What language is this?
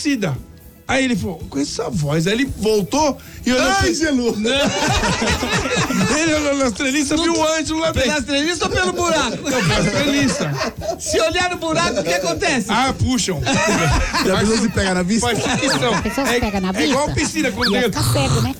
Portuguese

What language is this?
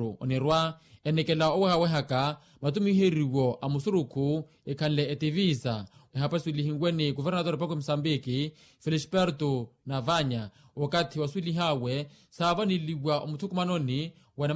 Makhuwa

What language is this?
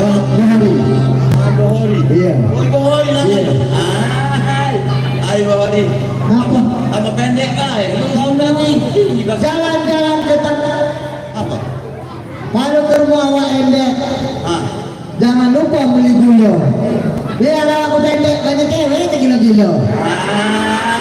Musi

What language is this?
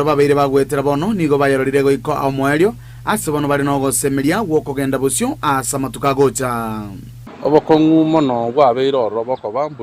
Gusii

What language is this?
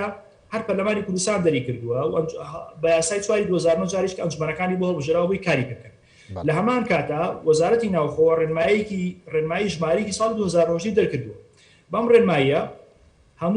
Central Kurdish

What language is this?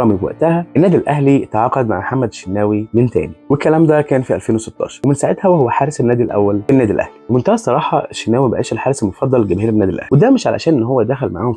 Egyptian Arabic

